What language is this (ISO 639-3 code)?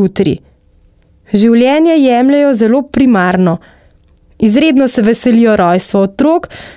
slv